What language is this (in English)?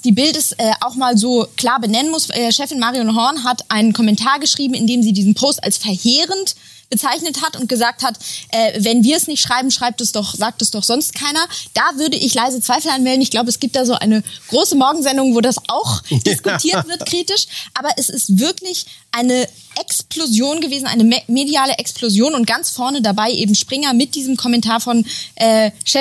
German